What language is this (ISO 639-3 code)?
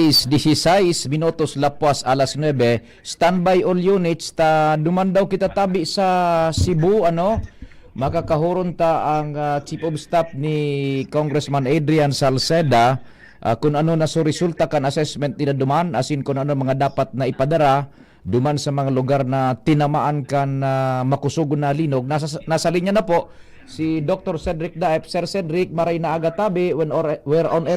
bik